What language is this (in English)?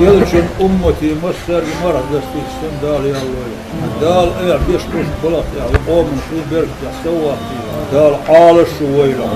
Chechen